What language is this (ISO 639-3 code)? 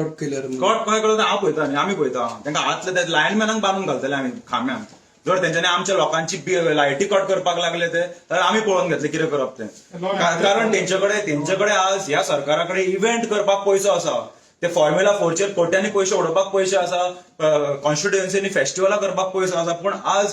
kok